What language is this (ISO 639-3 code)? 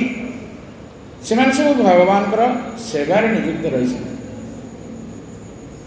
ori